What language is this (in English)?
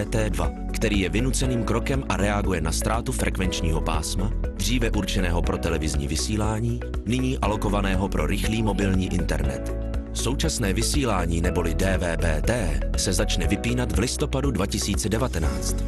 Czech